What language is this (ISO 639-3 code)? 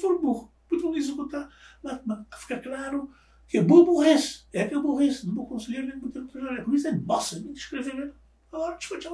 kea